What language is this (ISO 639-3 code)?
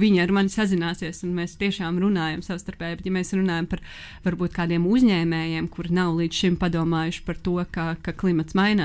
lav